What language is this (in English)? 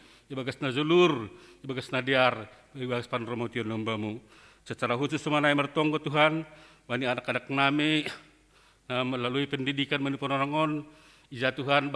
Batak Simalungun